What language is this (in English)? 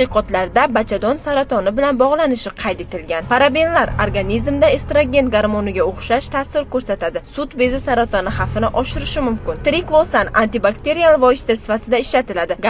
Uzbek